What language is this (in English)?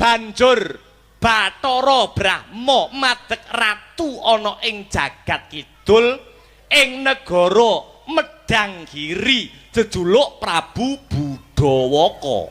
Javanese